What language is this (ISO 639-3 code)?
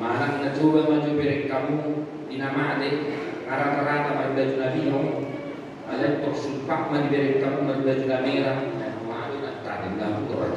bbc